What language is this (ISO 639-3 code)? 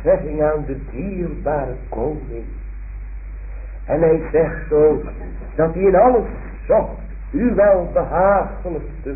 nld